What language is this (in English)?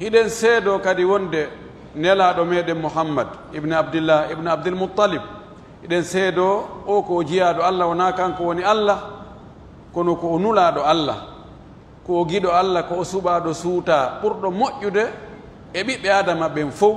Pular